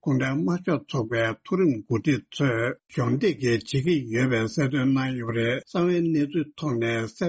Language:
Tibetan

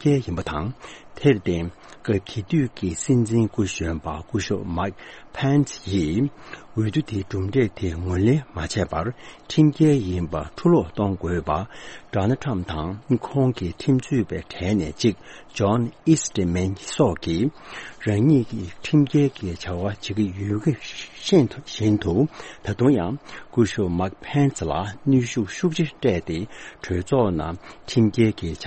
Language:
Tibetan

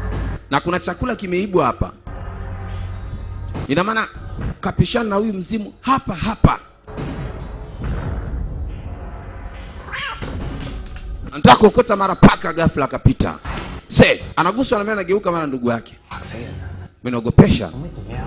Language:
Swahili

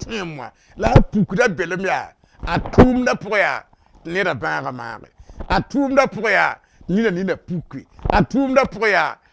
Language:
Mossi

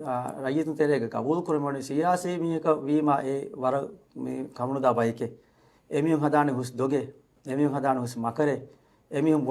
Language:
Divehi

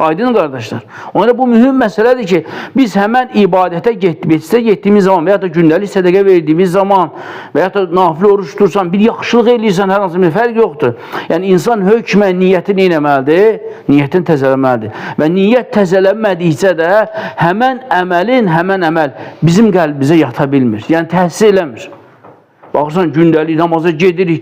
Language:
Azerbaijani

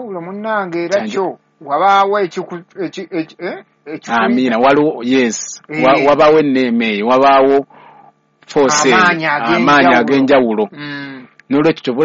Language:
Ganda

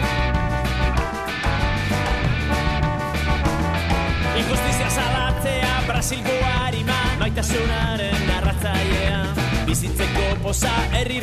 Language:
Basque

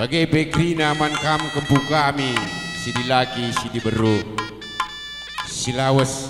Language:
Batak Karo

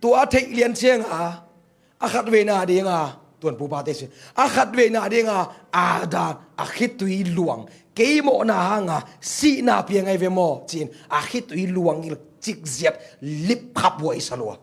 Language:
Tedim Chin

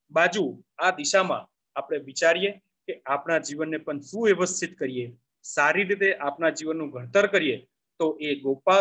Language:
Gujarati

